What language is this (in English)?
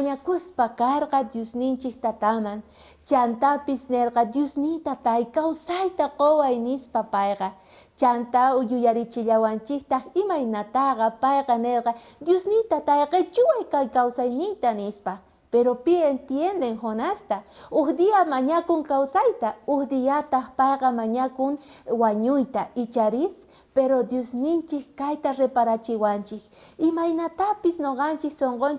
South Bolivian Quechua